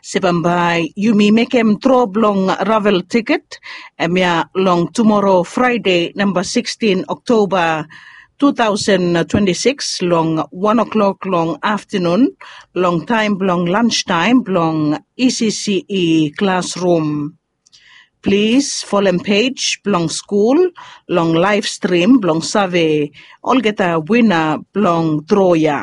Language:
Bislama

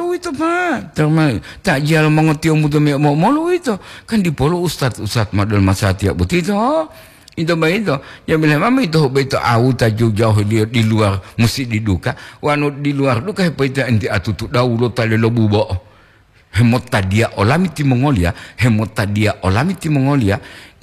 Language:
Gorontalo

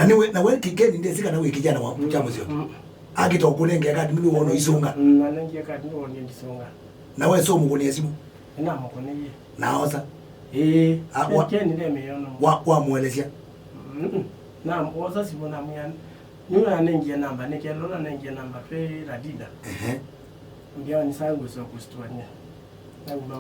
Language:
Kamba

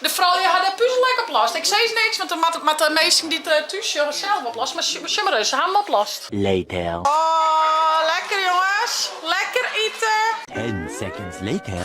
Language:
Western Frisian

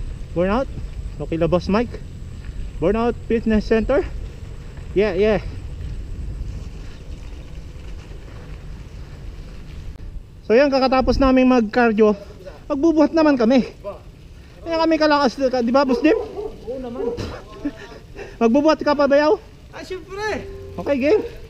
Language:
Filipino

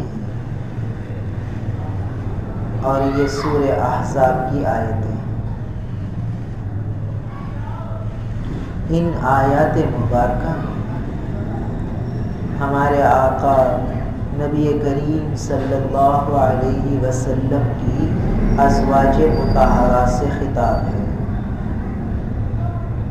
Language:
Urdu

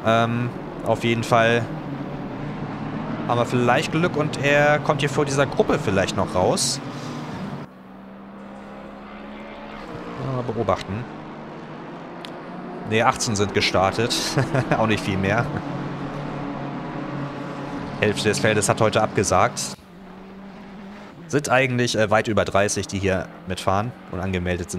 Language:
German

